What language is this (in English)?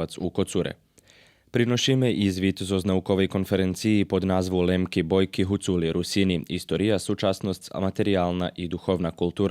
Rusyn